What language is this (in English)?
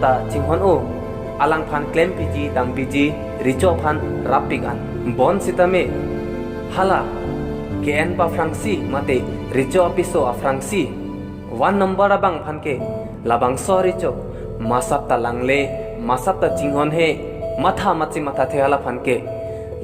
Karbi